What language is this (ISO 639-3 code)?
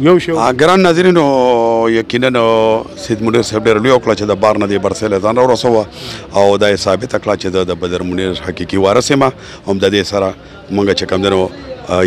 pus